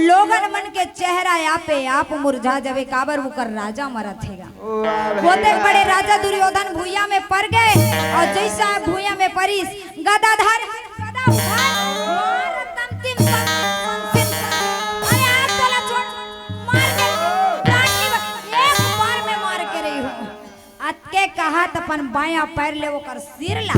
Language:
Chhattisgarhi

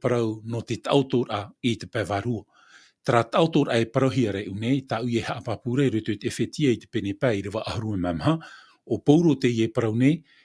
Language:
Tahitian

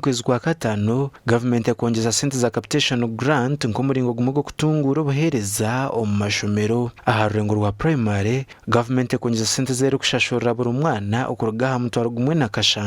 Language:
Nyankole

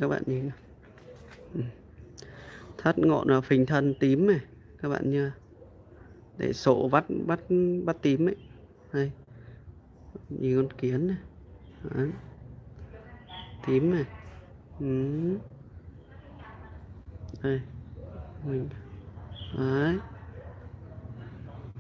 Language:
Vietnamese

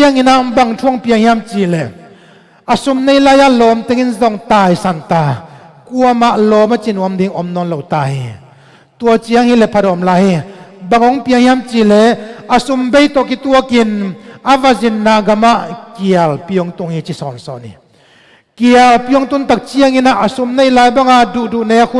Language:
Tedim Chin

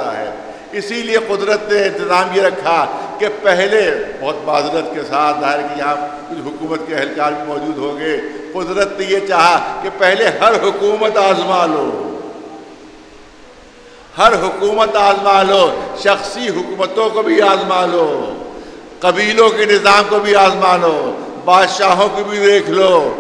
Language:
Urdu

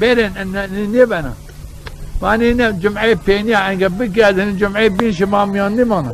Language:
Zaza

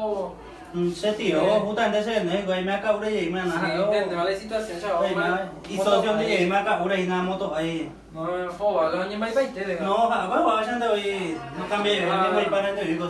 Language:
Guarani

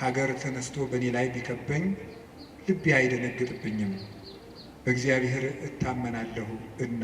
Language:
Amharic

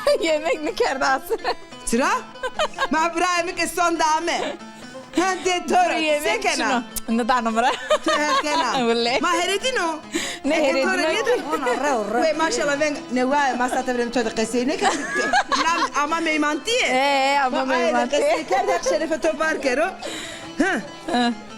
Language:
Zaza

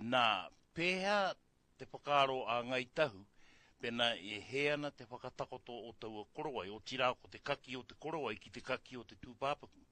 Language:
Māori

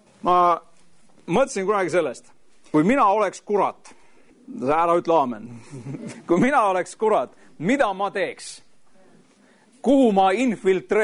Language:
Estonian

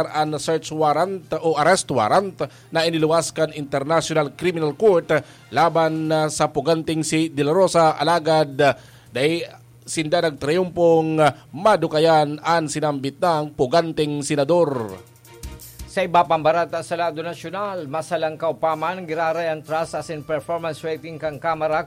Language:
Bikol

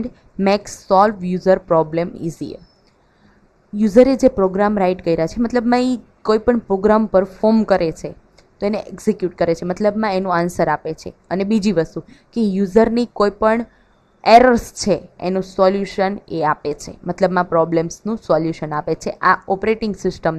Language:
Gujarati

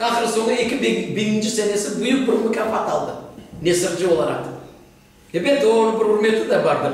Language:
Crimean Tatar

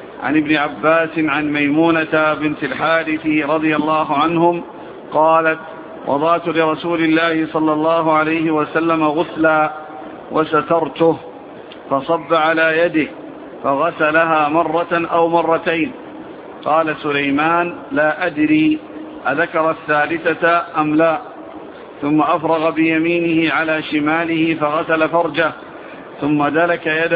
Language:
Arabic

